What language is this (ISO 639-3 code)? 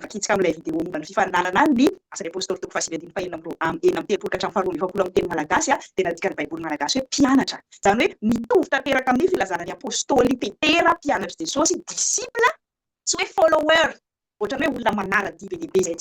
mlg